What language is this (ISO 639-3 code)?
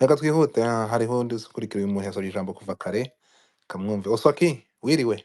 kin